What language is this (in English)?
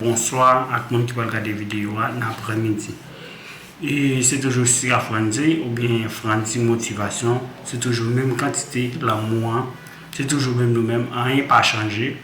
Haitian Creole